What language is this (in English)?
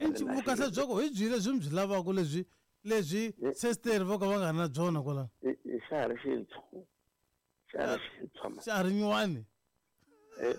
Tsonga